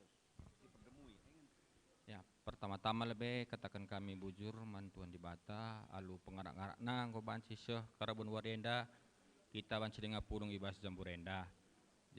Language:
Batak Karo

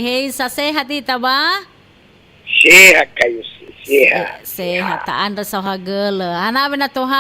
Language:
Nias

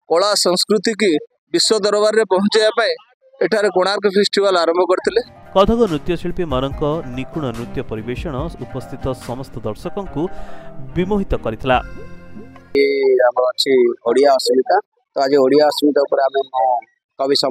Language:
Odia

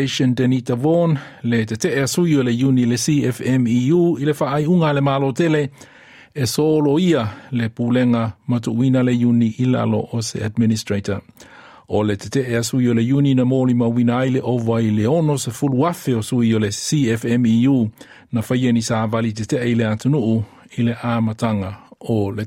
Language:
Samoan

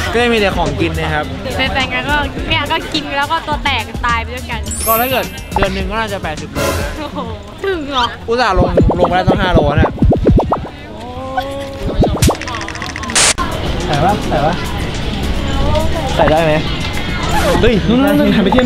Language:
Thai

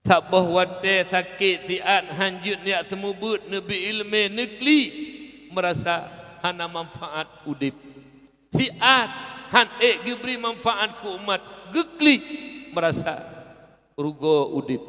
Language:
Achinese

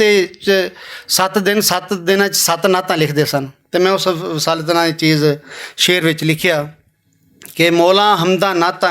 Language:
Western Panjabi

